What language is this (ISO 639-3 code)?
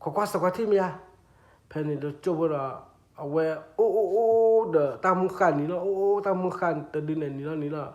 ksw